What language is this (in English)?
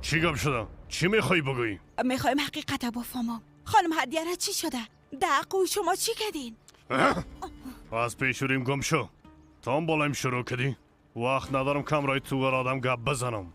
Persian